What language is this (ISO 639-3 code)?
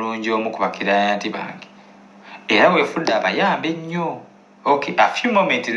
lug